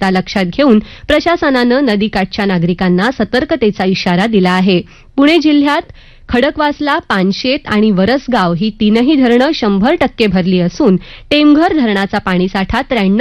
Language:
Marathi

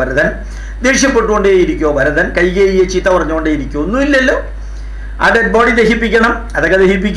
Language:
Malayalam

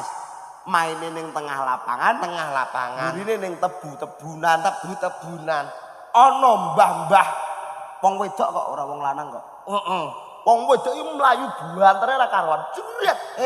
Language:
Javanese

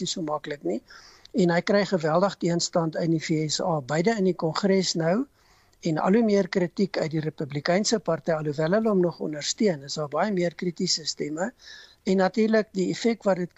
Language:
Afrikaans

